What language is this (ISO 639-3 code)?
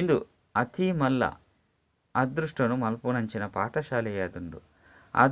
tcy